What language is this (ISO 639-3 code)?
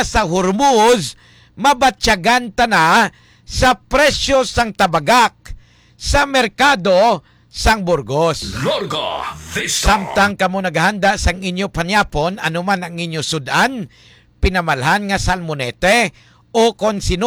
hil